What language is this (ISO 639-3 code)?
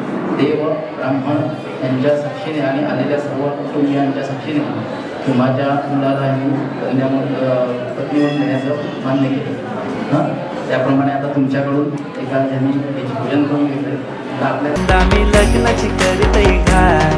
mar